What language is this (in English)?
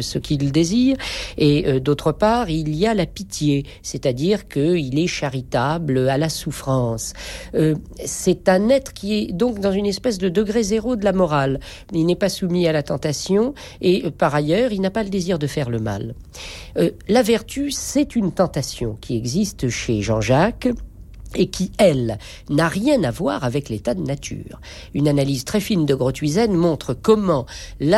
French